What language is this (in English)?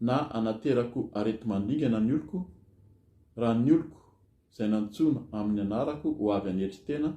Malagasy